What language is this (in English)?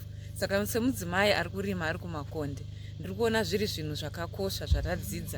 Shona